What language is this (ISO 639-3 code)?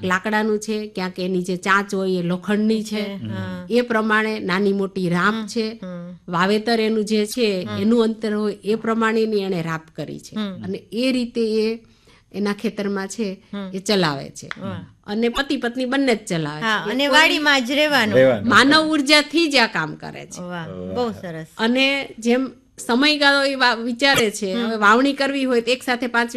guj